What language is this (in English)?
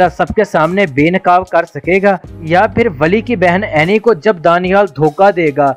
Urdu